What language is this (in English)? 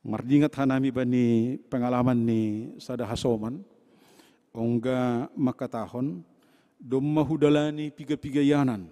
Batak Simalungun